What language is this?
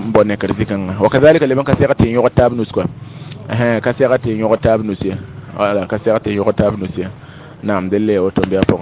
Mossi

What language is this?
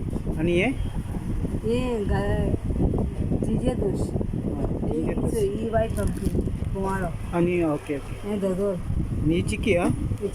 Konkani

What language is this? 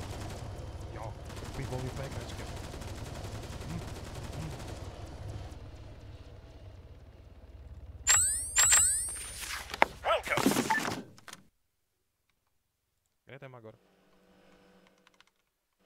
Czech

